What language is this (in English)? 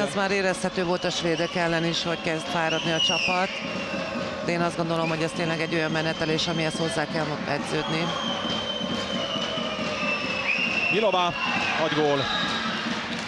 Hungarian